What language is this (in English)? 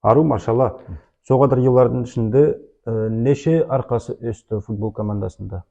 Nogai